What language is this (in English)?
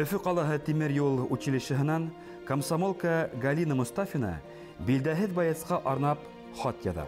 Bashkir